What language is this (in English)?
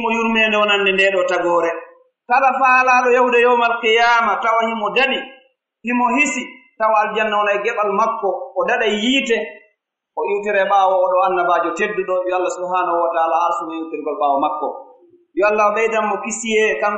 Pular